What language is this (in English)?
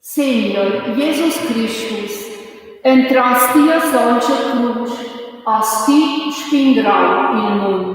Romansh